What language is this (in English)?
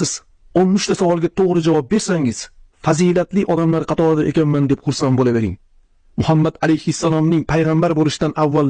Uzbek